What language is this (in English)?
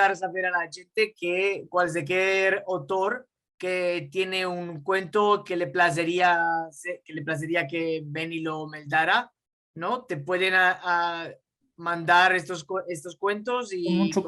Ladino